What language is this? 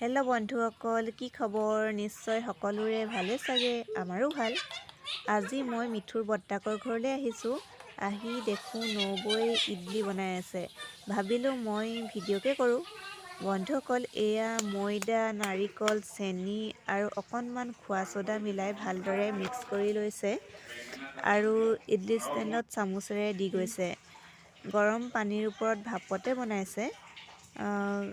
Assamese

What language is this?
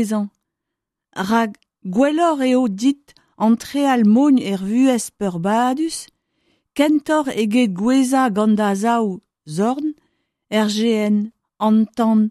Breton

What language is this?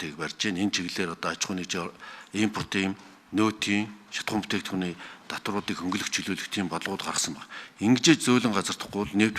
Mongolian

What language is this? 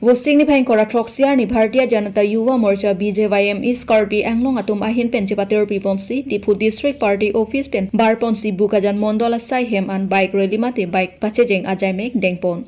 Karbi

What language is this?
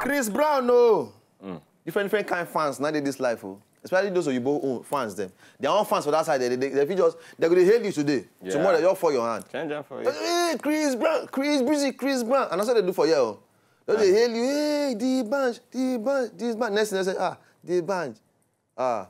Nigerian Pidgin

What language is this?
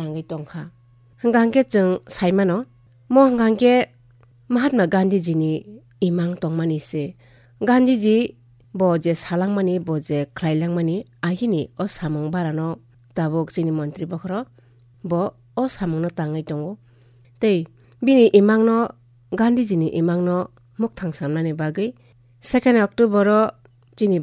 Kok Borok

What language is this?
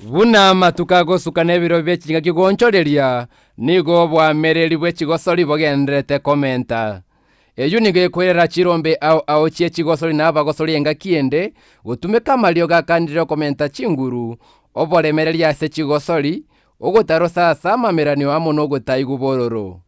Gusii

